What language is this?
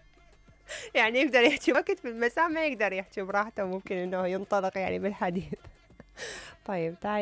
Mesopotamian Arabic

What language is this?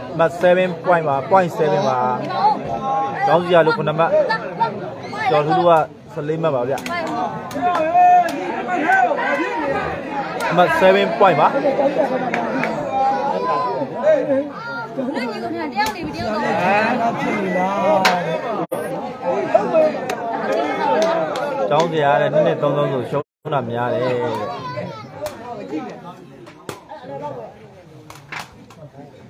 Burmese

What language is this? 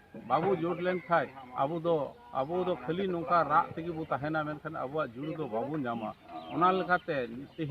Santali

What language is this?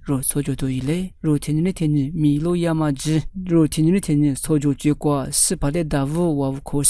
Lisu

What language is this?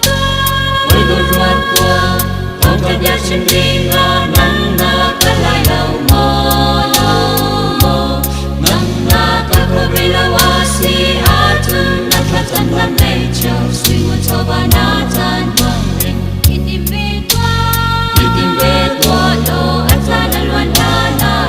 Hakha Chin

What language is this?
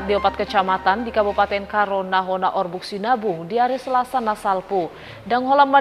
Batak Toba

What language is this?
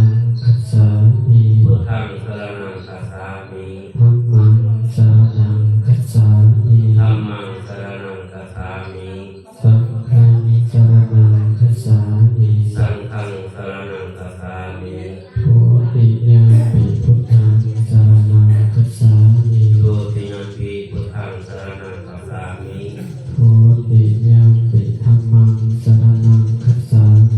Pali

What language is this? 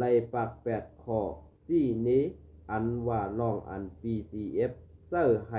Shan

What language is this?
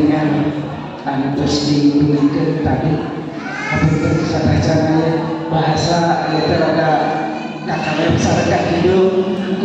Sundanese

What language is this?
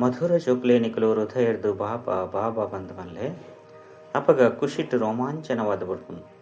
Tulu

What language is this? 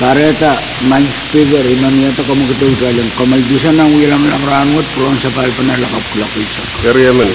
Pohnpeian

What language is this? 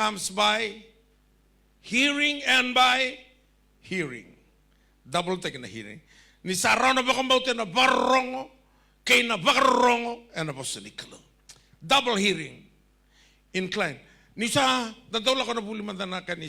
Fijian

